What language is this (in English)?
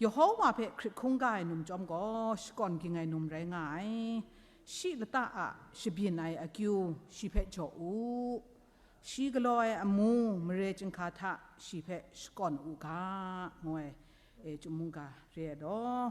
Kachin